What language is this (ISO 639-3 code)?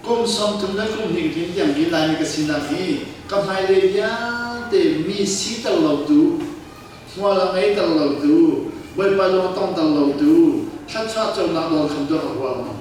cnh